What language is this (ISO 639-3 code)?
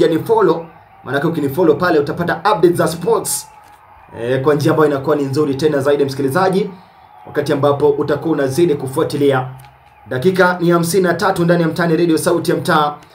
swa